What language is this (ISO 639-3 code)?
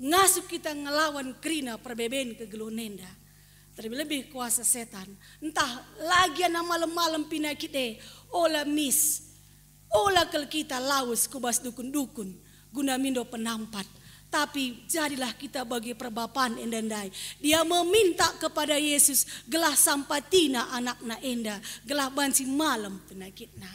btx